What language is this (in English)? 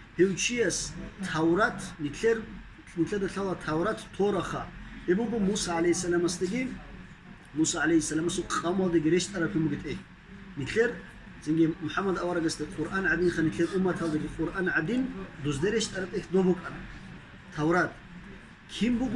Avaric